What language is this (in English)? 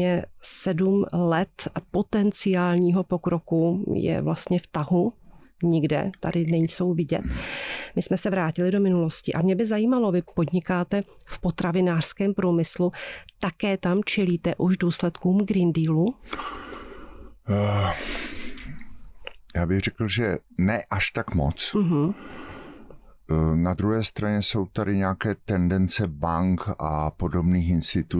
Czech